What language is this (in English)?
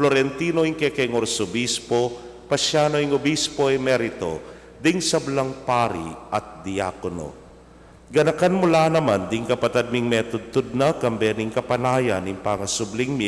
Pampanga